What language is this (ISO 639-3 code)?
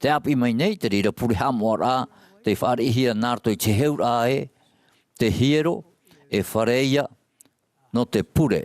tah